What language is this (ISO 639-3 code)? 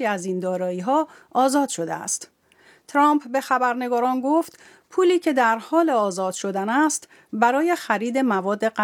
fas